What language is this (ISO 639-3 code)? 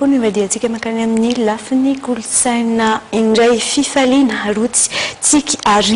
mlg